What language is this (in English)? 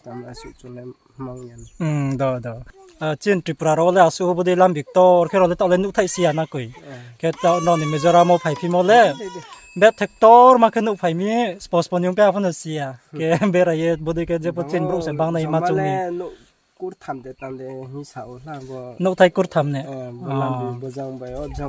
Riang (India)